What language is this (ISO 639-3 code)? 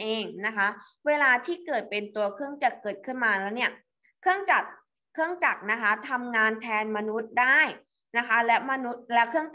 tha